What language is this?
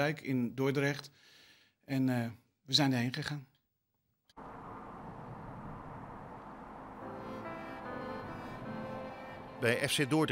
Dutch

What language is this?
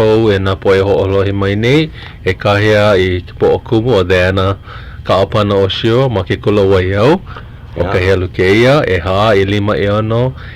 Hawaiian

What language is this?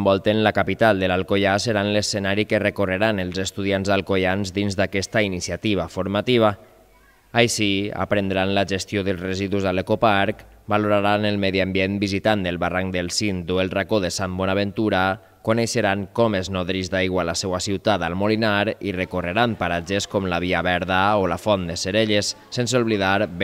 Catalan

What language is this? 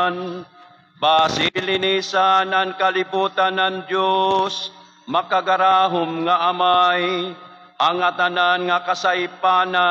Waray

